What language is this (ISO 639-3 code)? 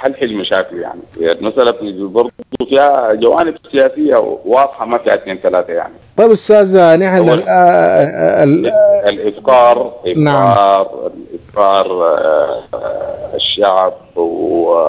apd